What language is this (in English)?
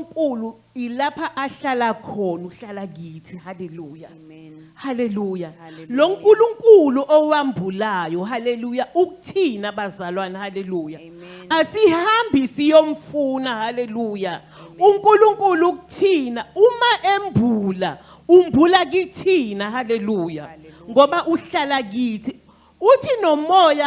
Zulu